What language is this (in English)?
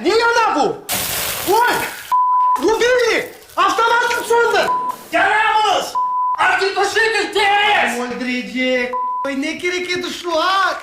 Crimean Tatar